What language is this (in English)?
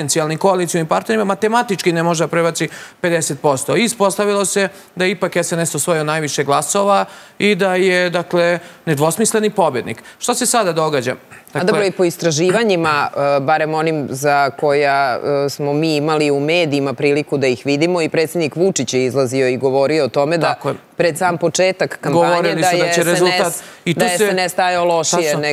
Serbian